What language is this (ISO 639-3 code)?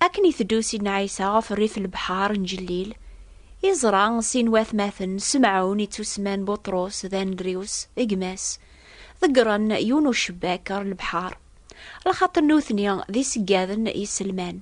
kab